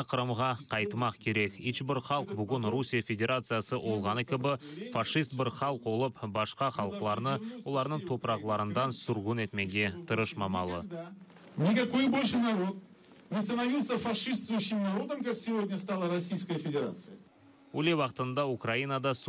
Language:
Crimean Tatar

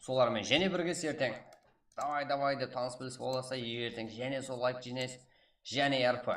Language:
Kara-Kalpak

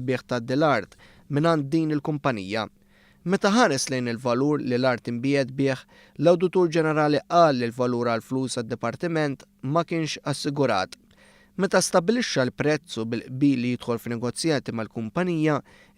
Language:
Maltese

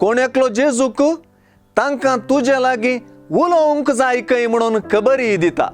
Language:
Konkani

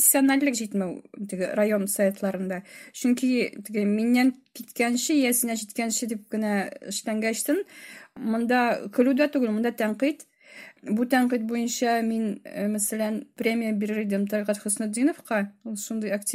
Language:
Tatar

